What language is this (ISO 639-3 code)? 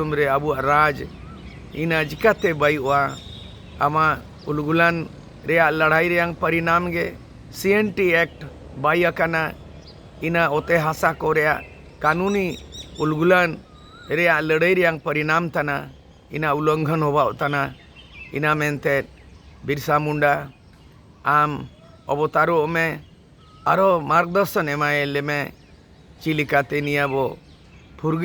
sat